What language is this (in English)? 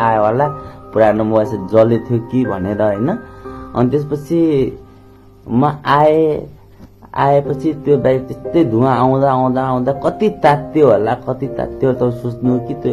Nepali